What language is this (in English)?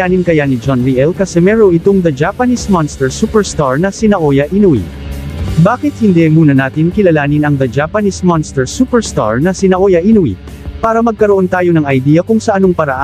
Filipino